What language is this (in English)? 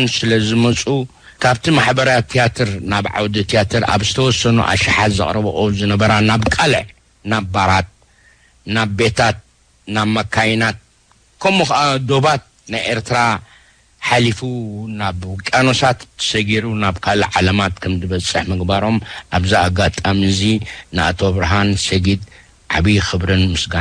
Tigrinya